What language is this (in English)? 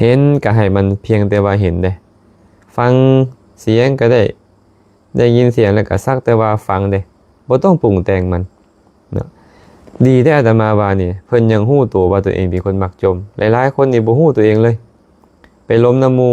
Lao